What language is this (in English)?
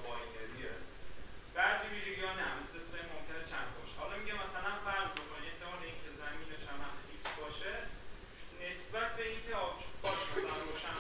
Persian